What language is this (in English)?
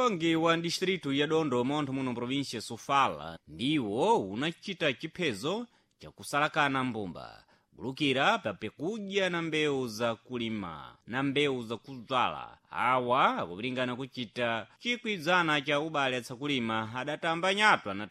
Sena